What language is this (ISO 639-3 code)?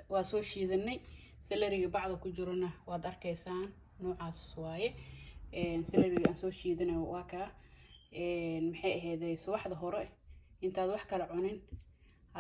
som